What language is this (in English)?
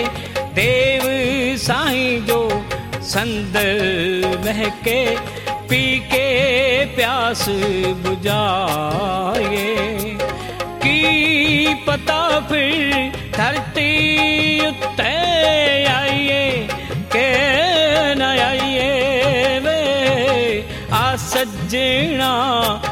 Punjabi